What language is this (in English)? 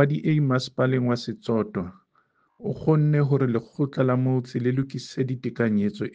Southern Sotho